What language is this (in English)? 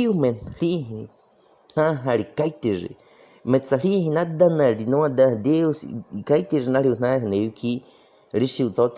Baniwa